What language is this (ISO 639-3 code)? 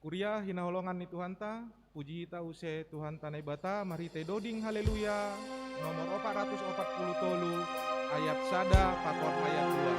bts